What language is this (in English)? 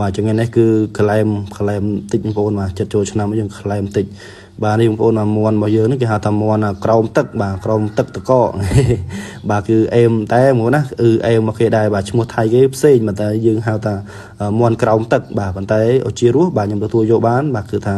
Khmer